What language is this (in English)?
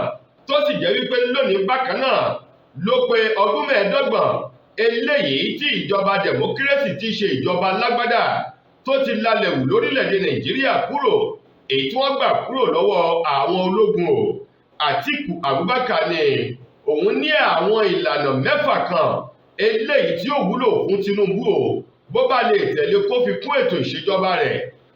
Yoruba